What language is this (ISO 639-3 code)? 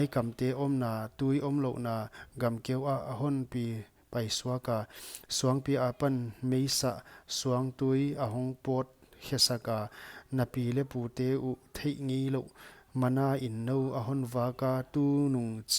pck